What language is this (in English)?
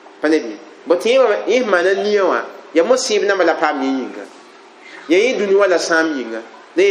Mossi